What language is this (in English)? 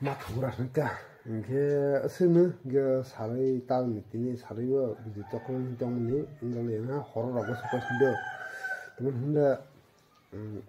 Kok Borok